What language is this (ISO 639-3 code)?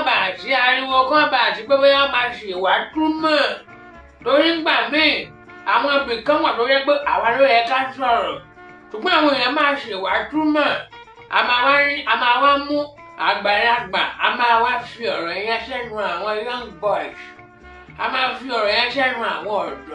yor